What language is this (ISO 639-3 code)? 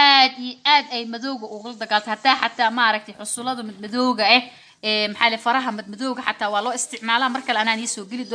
som